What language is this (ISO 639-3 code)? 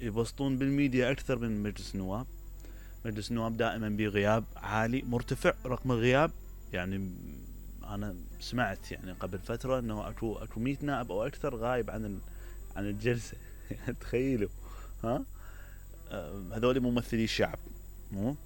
acm